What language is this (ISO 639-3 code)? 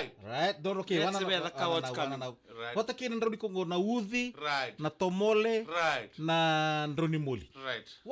fij